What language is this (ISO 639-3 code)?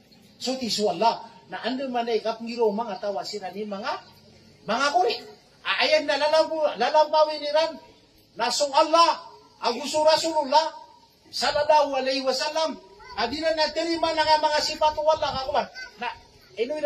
mrw